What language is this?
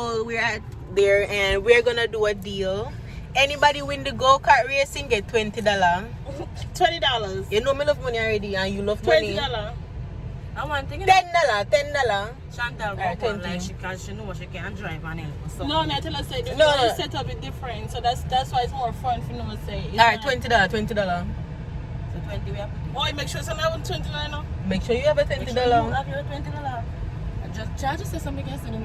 Jamaican Creole English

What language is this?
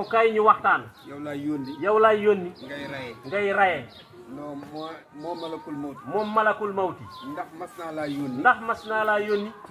Wolof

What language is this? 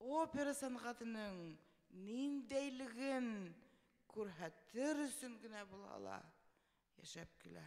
Bashkir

